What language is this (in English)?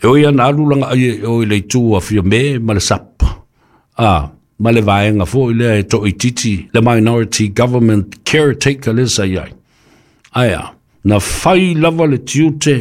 Samoan